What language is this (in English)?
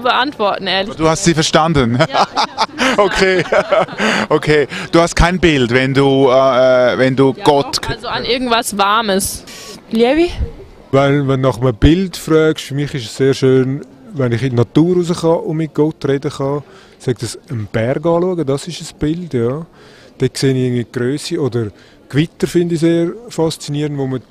Swiss German